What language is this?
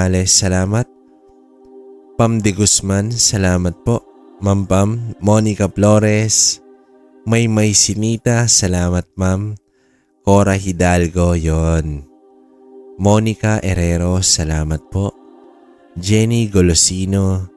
Filipino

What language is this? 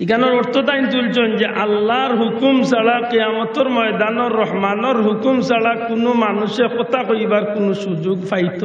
Sylheti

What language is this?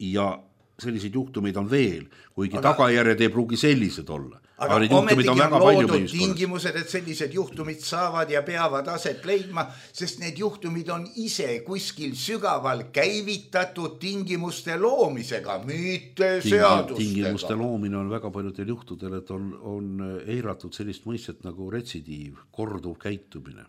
Estonian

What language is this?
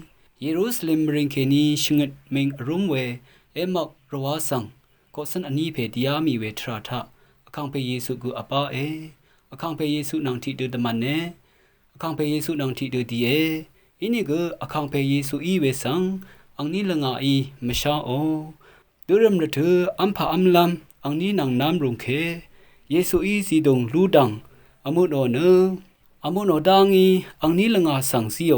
Rawang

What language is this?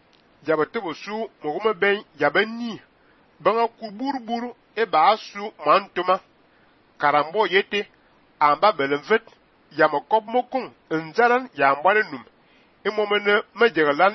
Fang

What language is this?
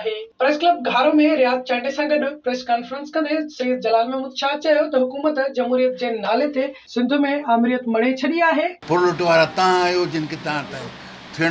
Sindhi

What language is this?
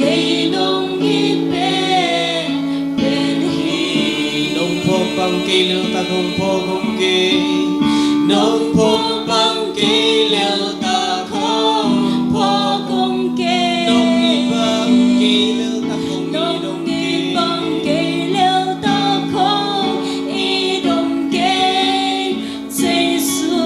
Tedim Chin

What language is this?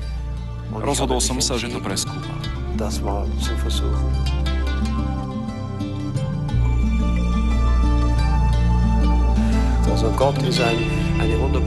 Slovak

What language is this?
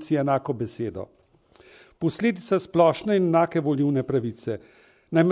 Slovenian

